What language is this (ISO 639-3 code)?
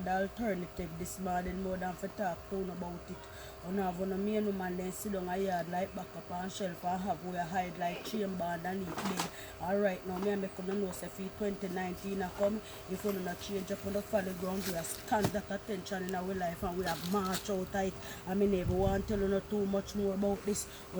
jam